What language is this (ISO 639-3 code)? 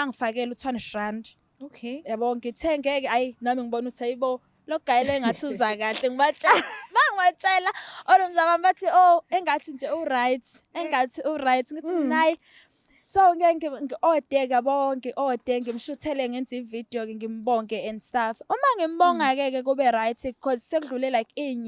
zul